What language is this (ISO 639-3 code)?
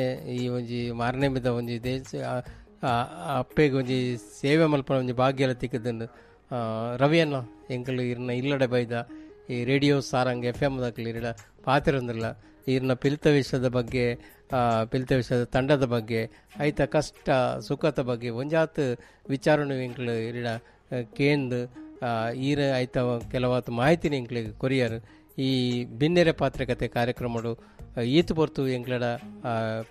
tcy